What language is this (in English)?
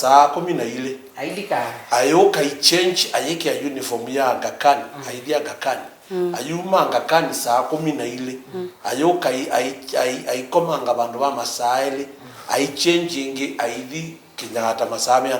Kamba